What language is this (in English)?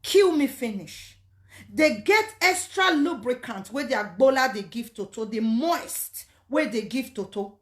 Nigerian Pidgin